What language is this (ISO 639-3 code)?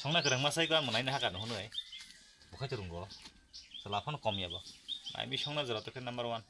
trp